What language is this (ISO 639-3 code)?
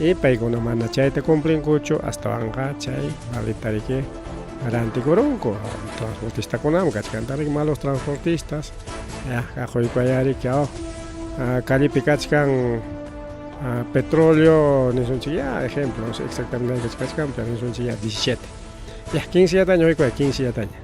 quy